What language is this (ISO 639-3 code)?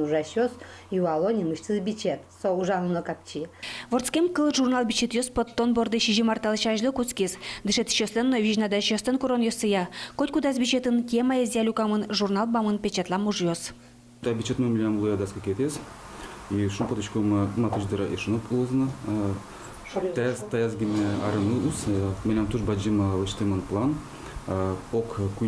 udm